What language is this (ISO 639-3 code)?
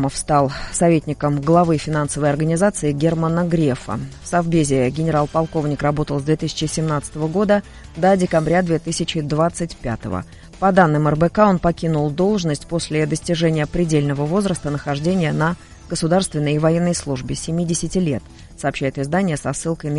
rus